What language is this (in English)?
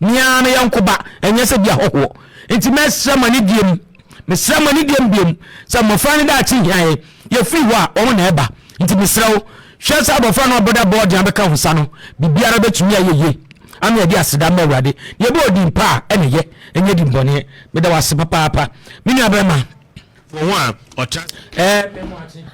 Akan